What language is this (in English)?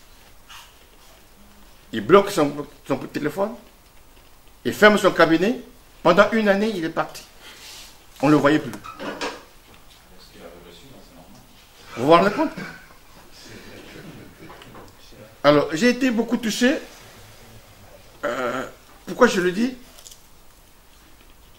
French